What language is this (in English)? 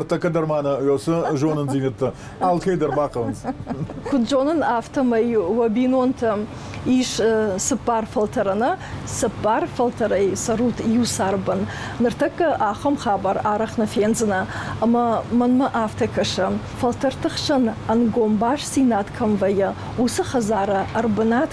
Ossetic